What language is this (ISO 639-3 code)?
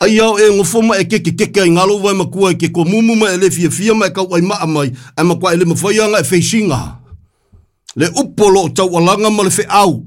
smo